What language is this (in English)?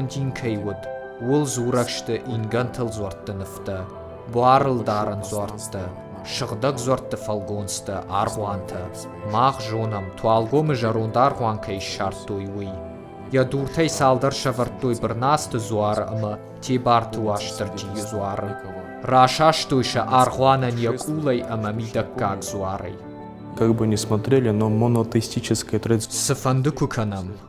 Ossetic